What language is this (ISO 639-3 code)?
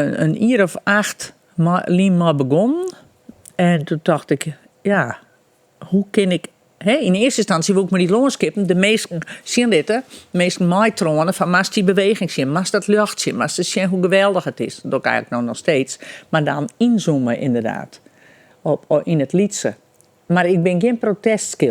fry